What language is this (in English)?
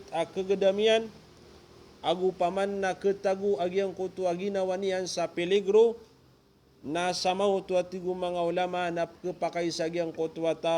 Maranao